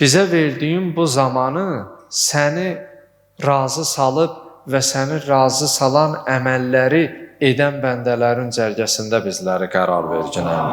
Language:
Azerbaijani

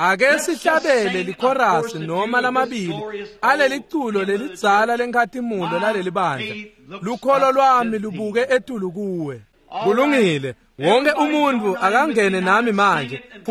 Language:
Swati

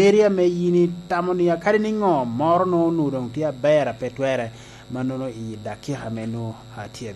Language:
Lango (Uganda)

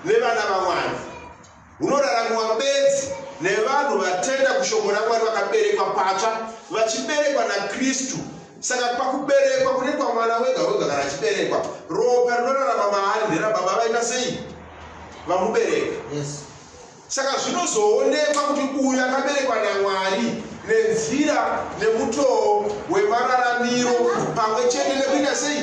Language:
Shona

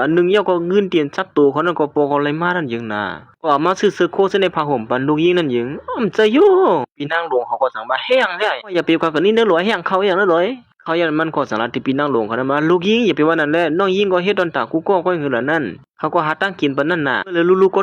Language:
Shan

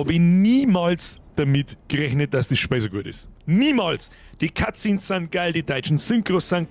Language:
Bavarian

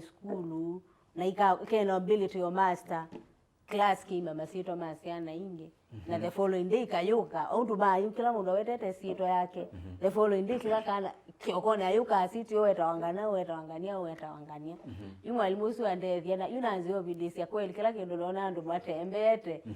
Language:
Kamba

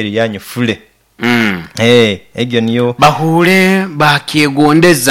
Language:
Nyoro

